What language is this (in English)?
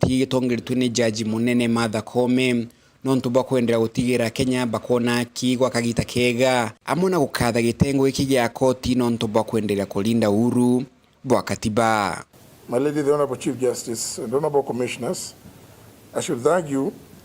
Meru